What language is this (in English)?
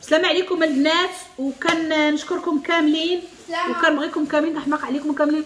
Moroccan Arabic